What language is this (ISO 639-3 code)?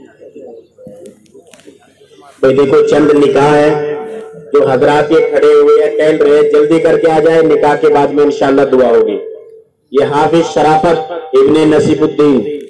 urd